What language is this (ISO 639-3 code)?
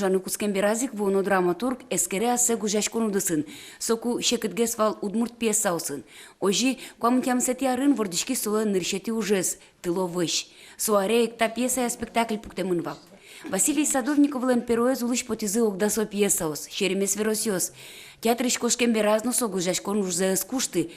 udm